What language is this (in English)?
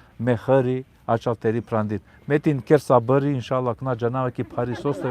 Balkan Romani